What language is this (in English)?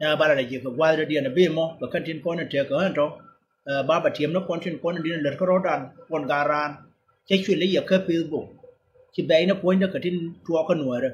Nuer